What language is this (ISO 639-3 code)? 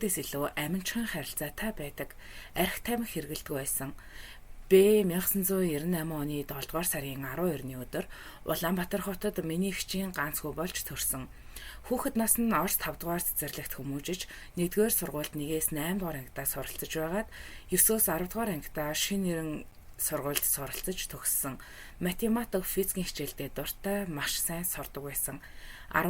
mon